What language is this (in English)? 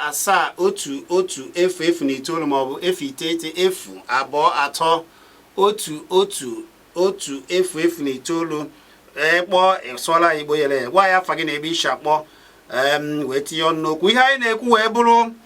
Igbo